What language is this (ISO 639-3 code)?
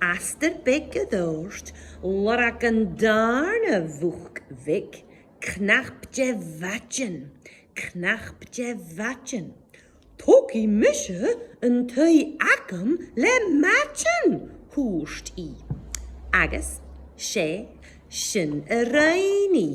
gla